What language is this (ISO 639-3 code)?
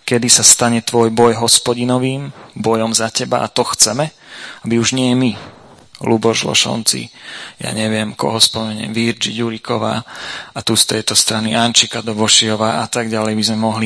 slk